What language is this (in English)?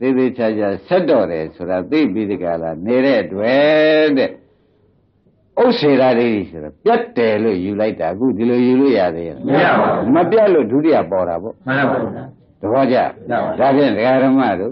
Burmese